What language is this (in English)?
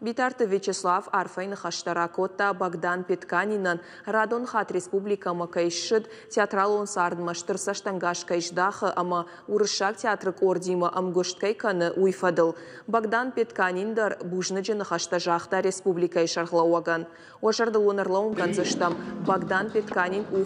Ossetic